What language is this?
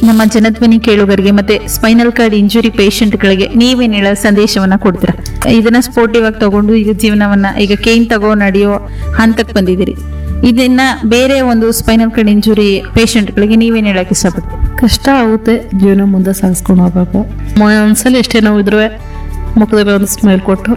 Kannada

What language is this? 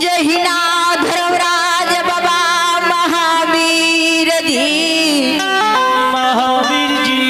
Maithili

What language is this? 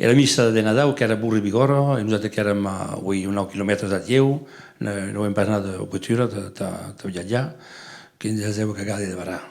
Occitan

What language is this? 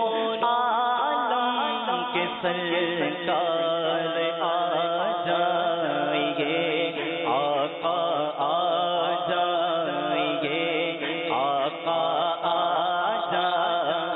Urdu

